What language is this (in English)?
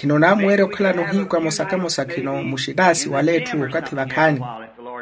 Makhuwa